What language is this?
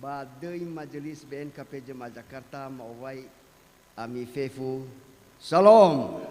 Nias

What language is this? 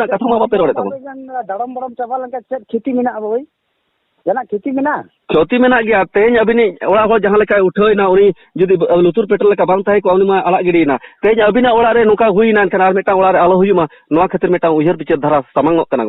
Santali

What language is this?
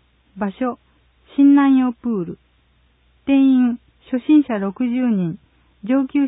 Japanese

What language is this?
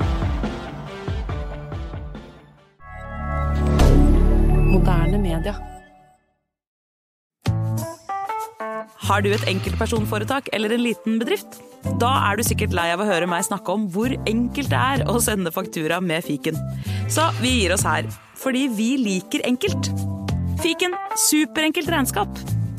Norwegian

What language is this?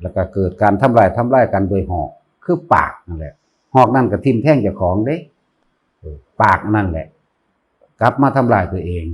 Northeastern Thai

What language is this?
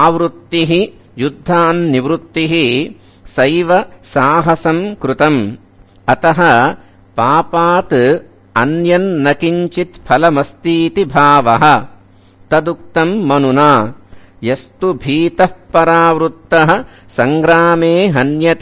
Sanskrit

